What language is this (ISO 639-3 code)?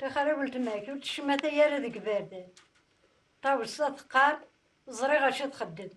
kab